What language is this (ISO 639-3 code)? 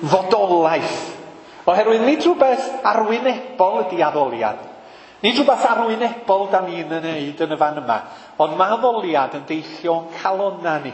cym